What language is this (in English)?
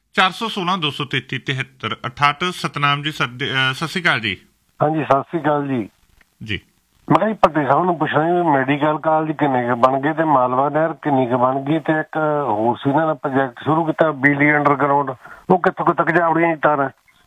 Punjabi